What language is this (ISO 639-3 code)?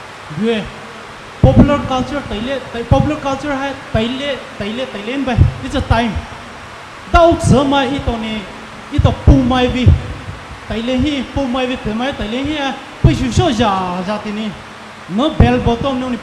pmx